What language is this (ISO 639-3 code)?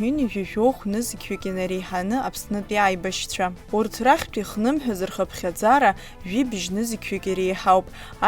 abk